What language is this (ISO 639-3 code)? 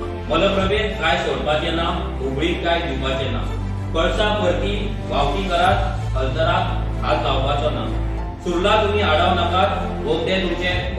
kok